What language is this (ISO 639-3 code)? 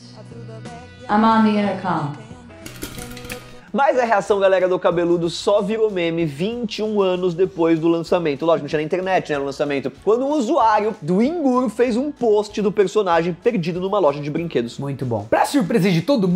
por